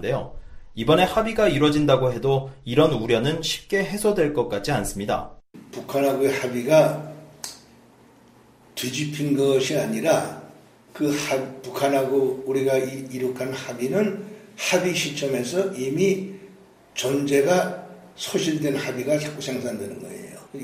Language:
Korean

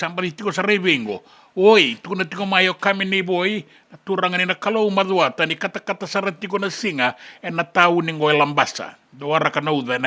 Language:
Fijian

